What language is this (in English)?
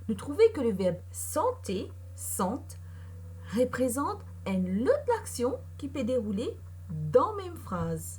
Morisyen